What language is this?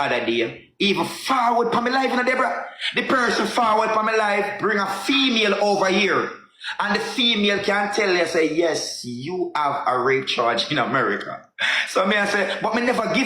Jamaican Creole English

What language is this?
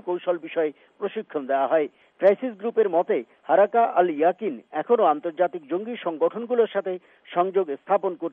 Bangla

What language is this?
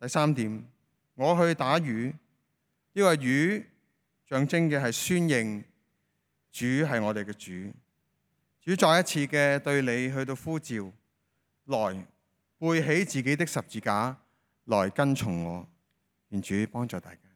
Cantonese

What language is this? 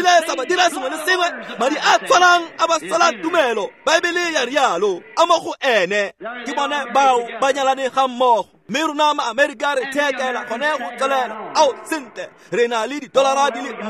Tswana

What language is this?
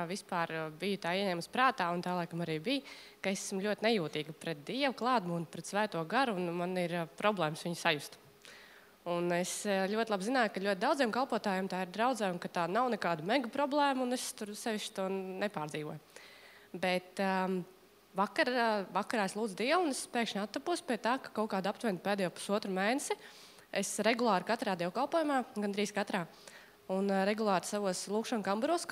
Latvian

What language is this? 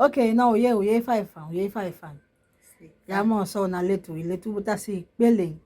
Saramaccan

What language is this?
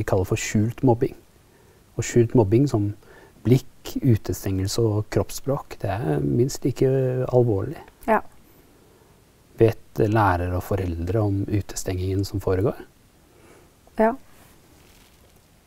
Norwegian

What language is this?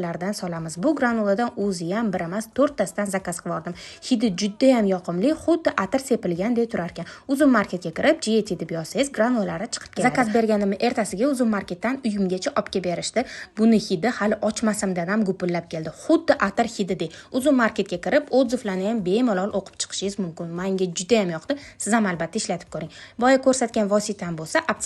Uzbek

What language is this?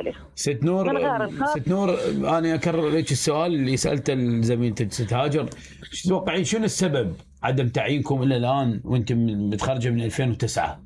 Mesopotamian Arabic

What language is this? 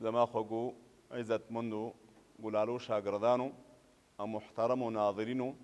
Pashto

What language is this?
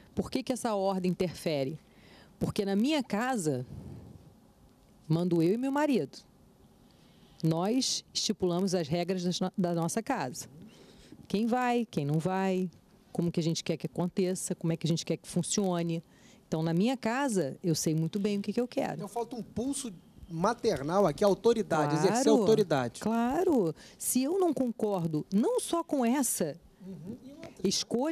Portuguese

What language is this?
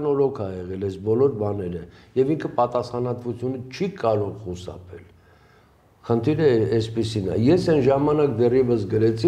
Armenian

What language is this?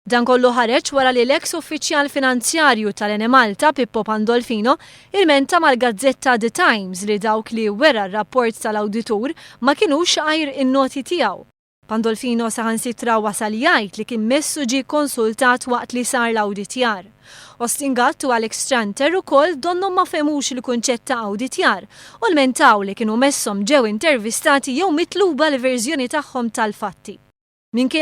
Maltese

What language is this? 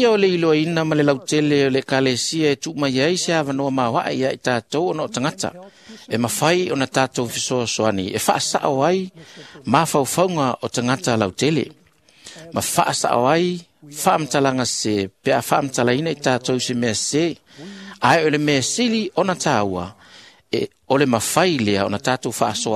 Samoan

